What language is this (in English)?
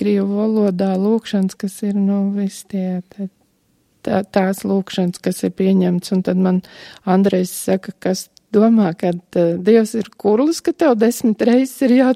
Latvian